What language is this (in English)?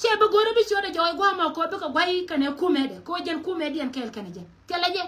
Nuer